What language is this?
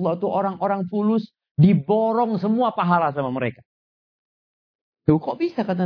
Indonesian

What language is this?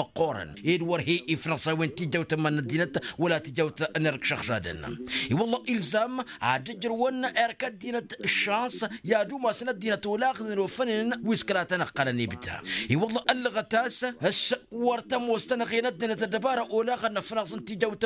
Tamasheq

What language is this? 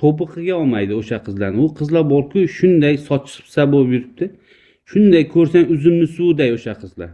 Uzbek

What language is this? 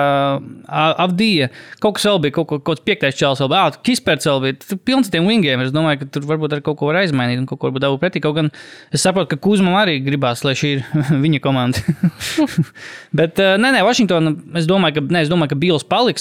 Latvian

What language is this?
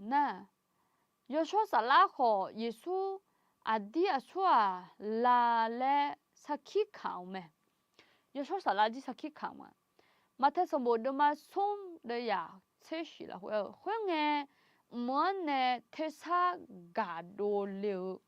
Akha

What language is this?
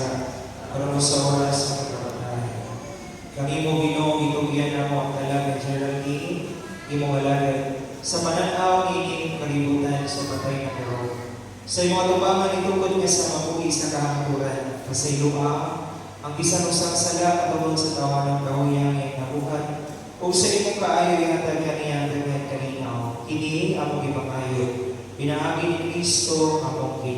Cebuano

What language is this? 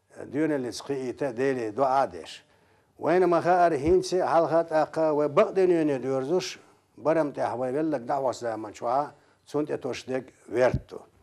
Chechen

